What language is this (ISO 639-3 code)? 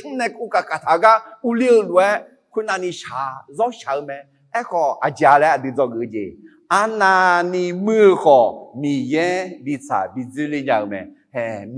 ahk